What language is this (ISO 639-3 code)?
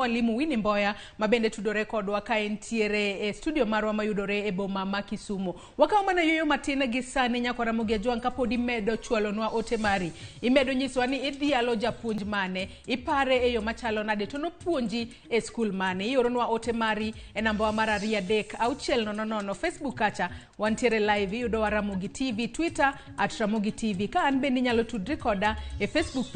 luo